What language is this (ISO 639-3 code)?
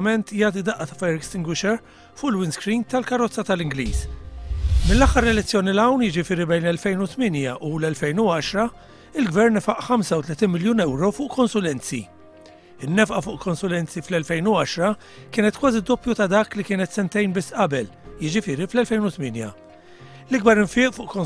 mlt